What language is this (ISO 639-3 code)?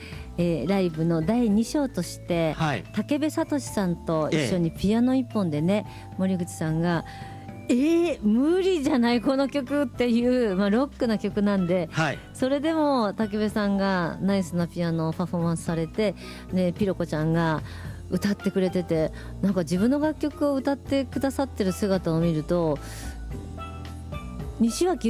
jpn